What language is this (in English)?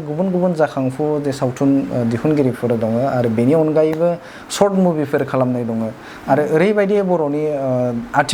Bodo